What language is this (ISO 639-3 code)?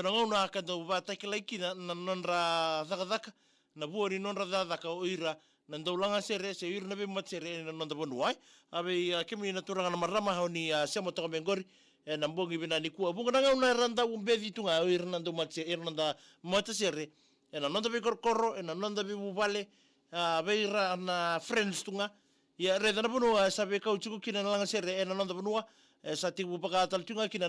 fij